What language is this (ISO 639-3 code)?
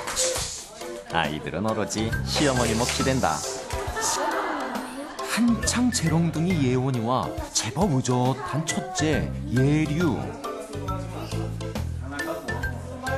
kor